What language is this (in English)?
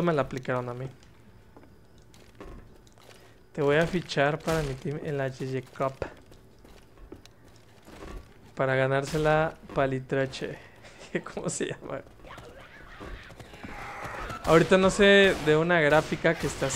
Spanish